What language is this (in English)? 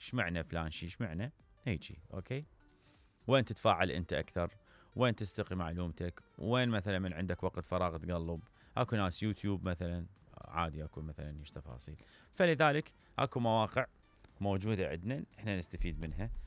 Mesopotamian Arabic